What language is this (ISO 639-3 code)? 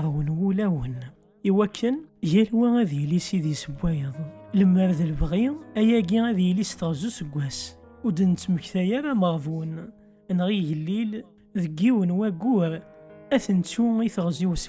kab